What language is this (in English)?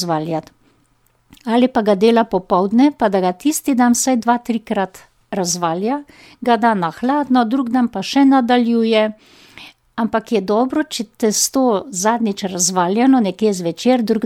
Slovenian